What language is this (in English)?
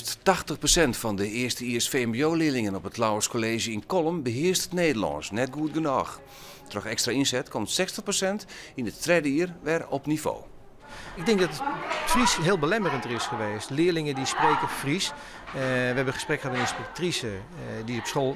Western Frisian